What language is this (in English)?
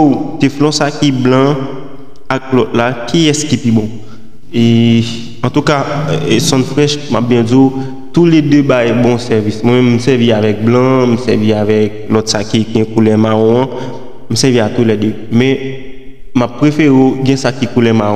Haitian Creole